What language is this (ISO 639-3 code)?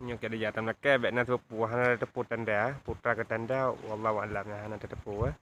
ace